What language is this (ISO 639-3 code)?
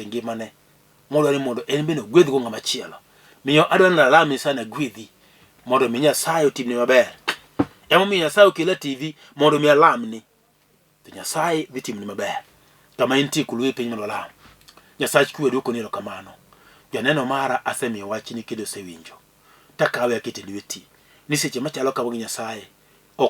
luo